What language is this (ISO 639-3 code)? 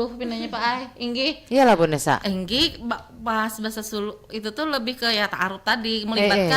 bjn